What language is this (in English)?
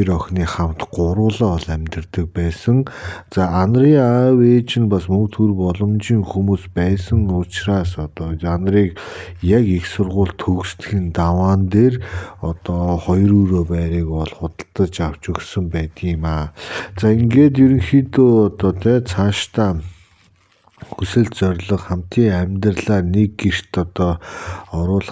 Mongolian